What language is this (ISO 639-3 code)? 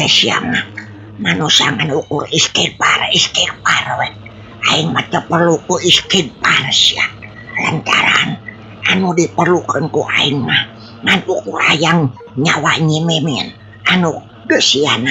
sun